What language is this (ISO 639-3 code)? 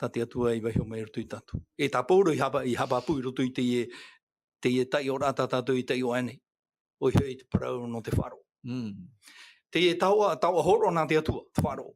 tah